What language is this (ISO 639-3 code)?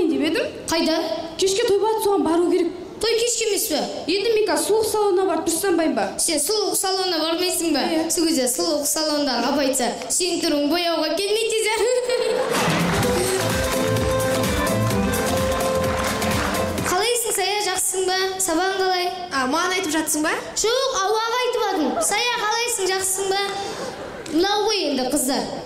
kaz